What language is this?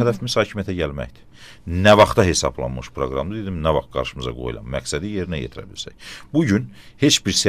Azerbaijani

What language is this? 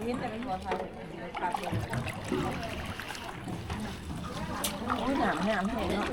Lao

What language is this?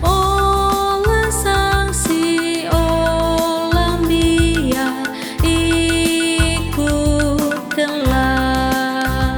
Batak Karo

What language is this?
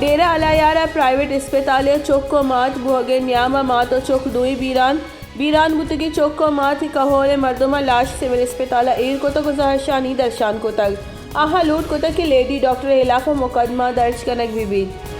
Baluchi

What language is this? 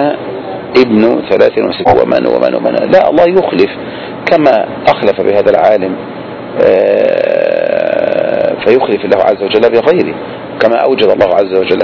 Arabic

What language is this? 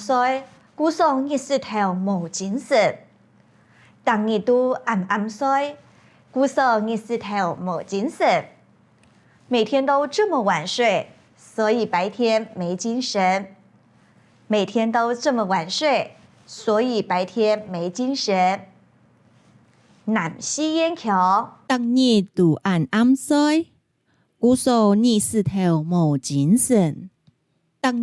Hakka Chinese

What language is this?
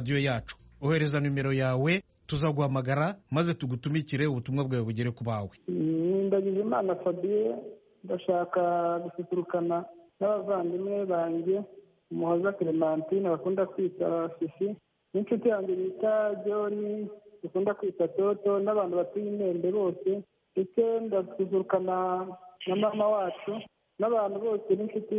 Kinyarwanda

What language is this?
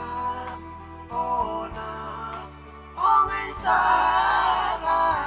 Pohnpeian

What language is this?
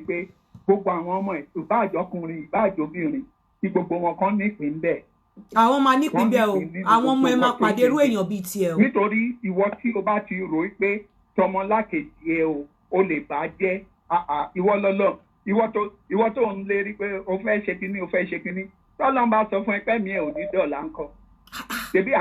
Yoruba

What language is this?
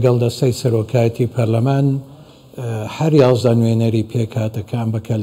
Central Kurdish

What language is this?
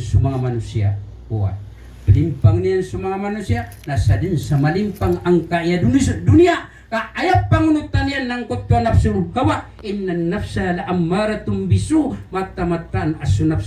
Maranao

